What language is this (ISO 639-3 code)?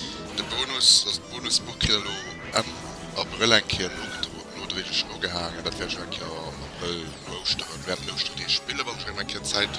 ltz